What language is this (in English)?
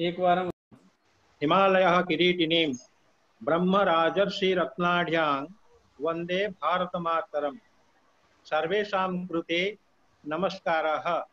Sanskrit